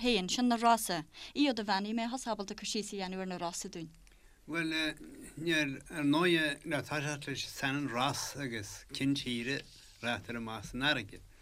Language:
Irish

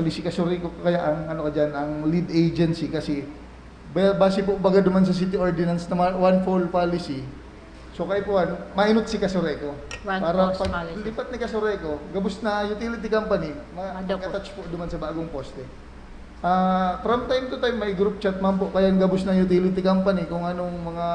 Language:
Bikol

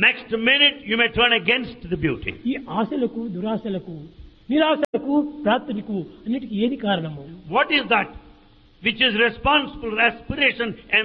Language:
Telugu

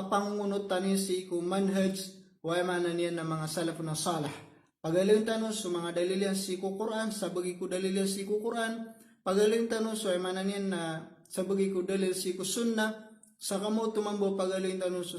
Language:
Maranao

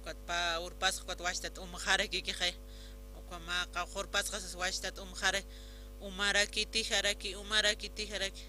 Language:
Aymara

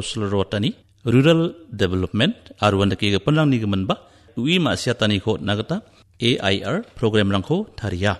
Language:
Garo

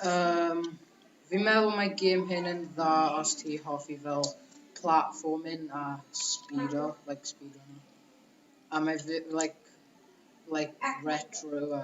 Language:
Welsh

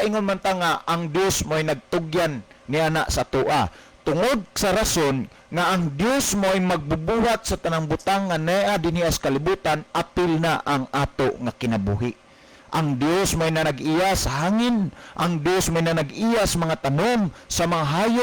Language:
Cebuano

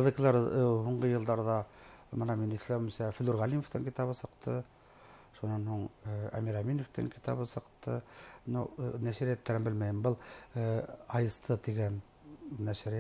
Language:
Bashkir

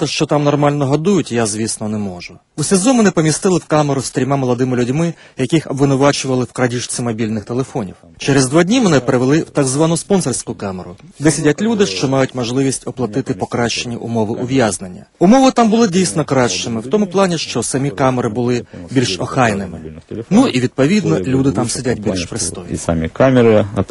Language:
Ukrainian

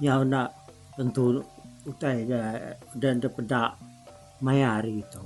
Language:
Iban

